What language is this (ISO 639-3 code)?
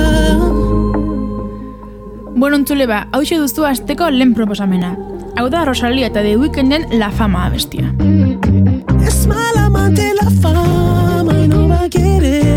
eus